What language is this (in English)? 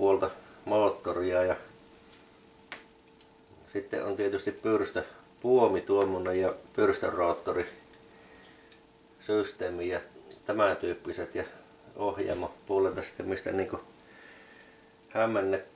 Finnish